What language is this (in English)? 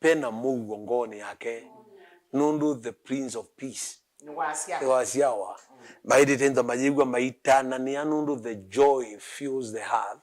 Kamba